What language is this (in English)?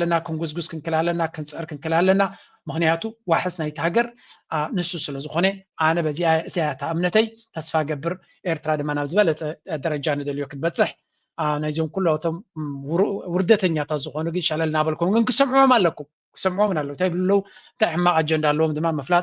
Tigrinya